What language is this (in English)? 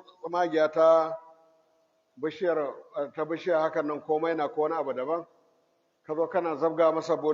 Hausa